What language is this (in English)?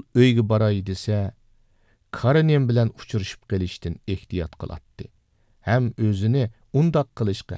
Uyghur